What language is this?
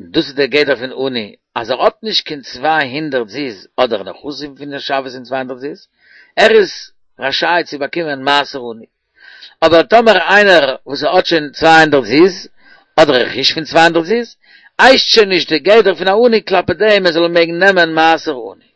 Yiddish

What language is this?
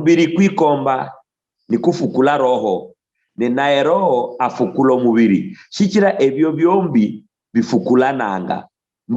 Luyia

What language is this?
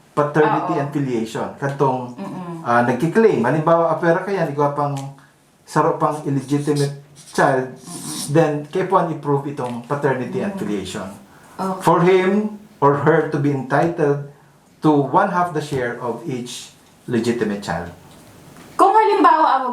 Bikol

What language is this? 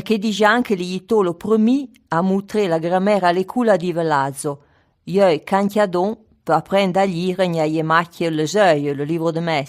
Arpitan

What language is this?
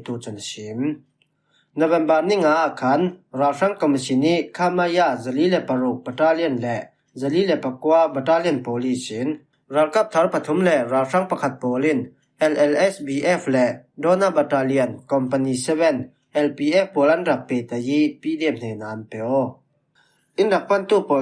Falam Chin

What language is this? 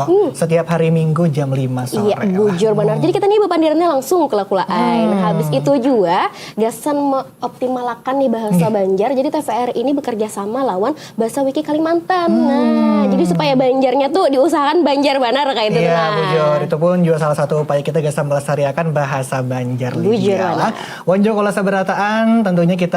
Banjar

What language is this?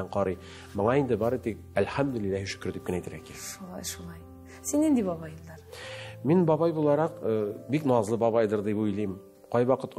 Tatar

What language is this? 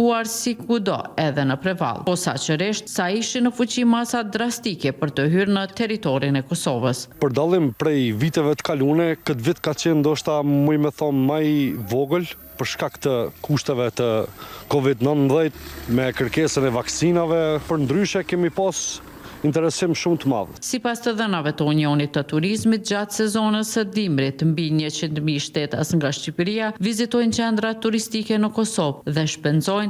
Albanian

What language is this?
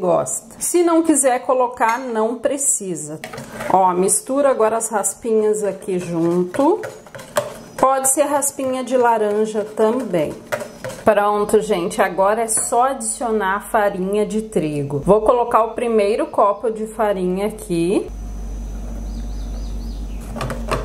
Portuguese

